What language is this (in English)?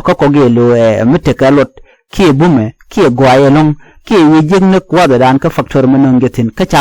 Nuer